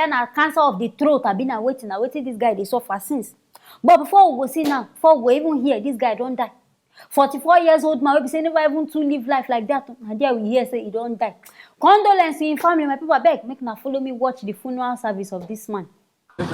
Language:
Nigerian Pidgin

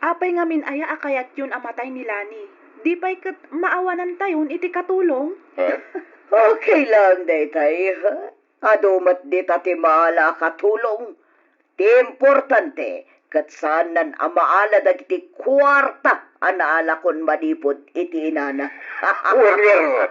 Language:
Iloko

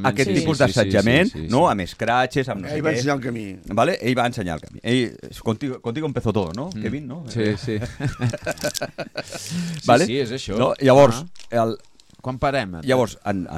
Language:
Catalan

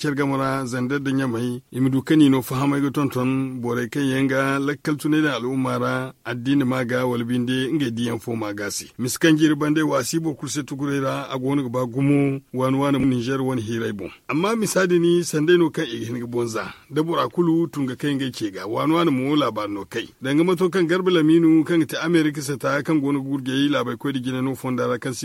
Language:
Zarma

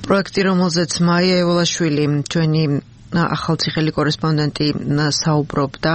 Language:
Georgian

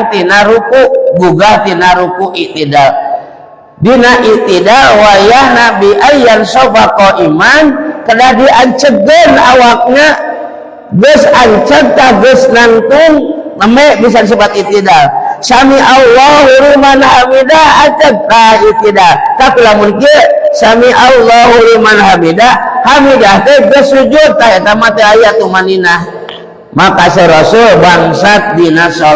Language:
Sundanese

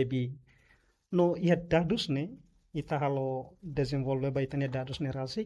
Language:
Tetum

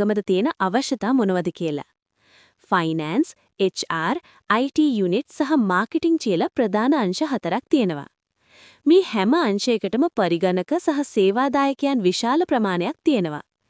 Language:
Sinhala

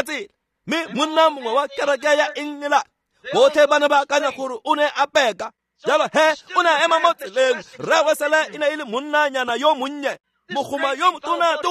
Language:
Tswana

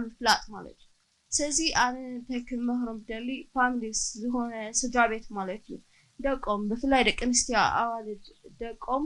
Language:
Tigrinya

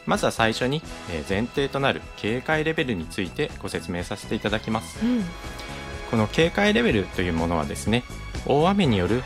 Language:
Japanese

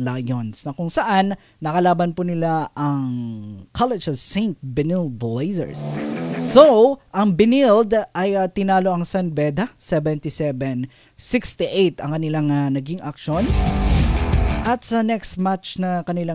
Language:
Filipino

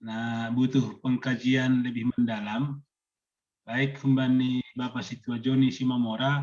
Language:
Batak Simalungun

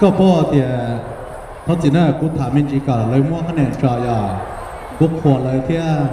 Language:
Hmong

